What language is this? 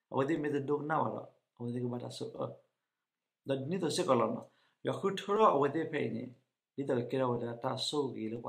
S'gaw Karen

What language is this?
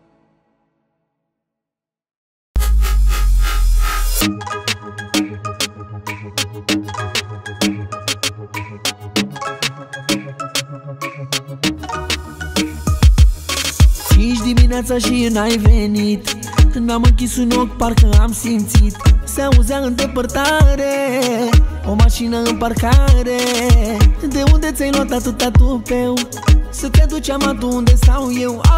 Romanian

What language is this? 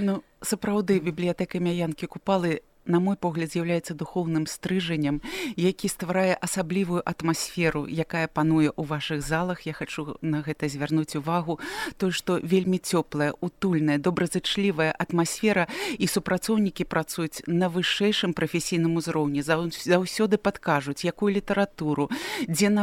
Belarusian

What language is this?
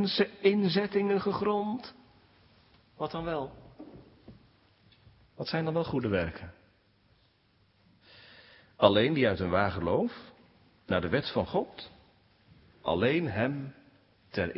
Dutch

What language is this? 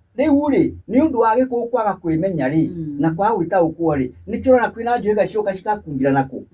Kikuyu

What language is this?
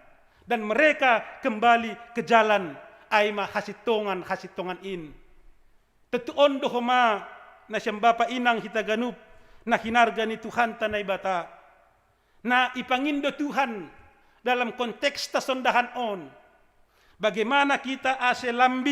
Batak Simalungun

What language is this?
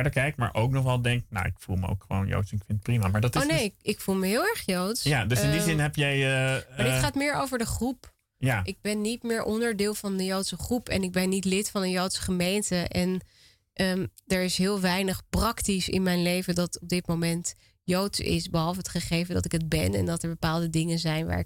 Dutch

